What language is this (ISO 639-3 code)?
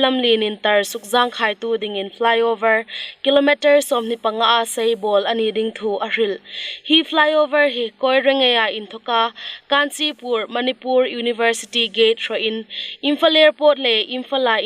hmr